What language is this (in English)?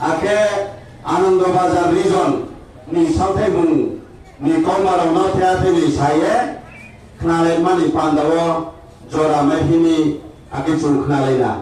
Riang (India)